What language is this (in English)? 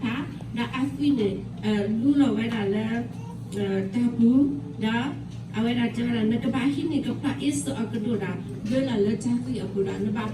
S'gaw Karen